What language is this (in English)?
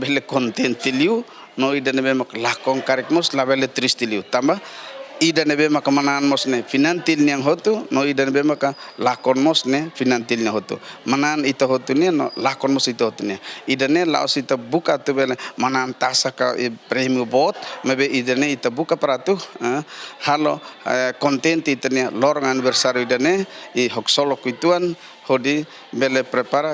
Tetum